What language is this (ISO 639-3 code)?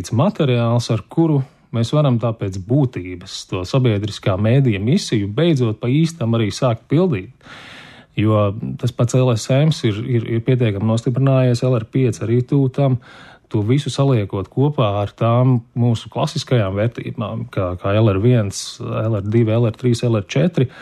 lav